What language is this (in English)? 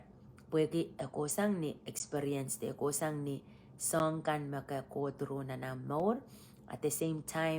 Pohnpeian